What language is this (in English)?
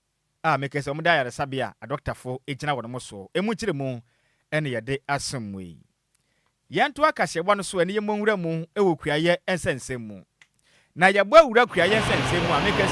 Akan